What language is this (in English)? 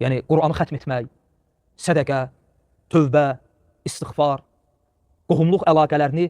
Azerbaijani